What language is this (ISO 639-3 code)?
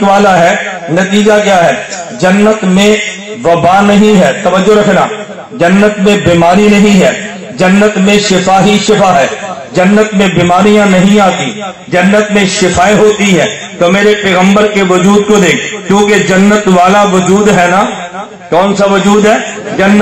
urd